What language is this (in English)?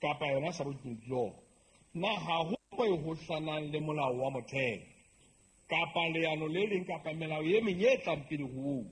Southern Sotho